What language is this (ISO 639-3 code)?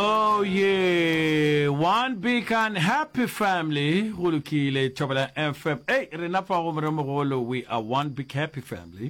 nso